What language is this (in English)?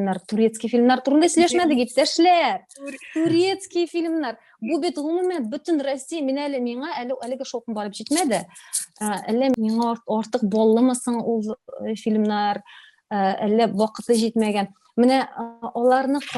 Tatar